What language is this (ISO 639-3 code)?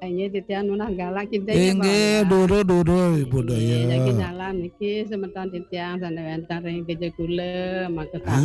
ban